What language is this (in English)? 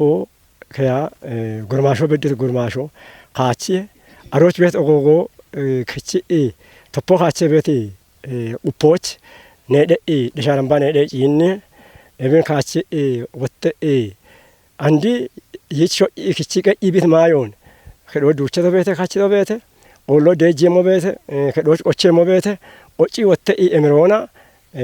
Kafa